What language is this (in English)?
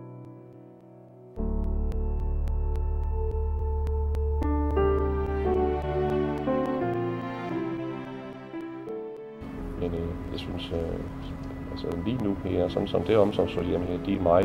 Danish